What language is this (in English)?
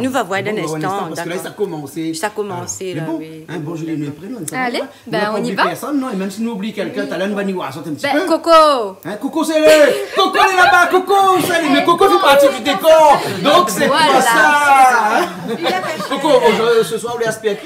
Réunion Creole French